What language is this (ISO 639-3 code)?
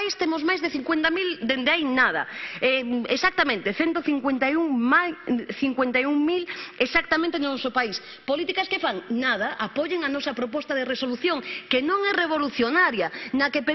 glg